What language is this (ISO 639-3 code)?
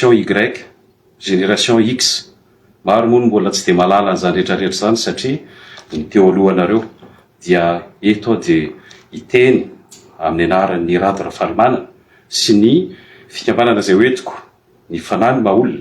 mlg